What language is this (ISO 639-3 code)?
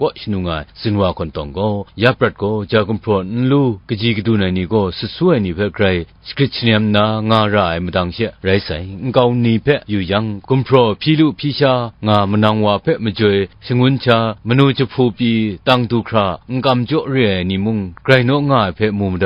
kac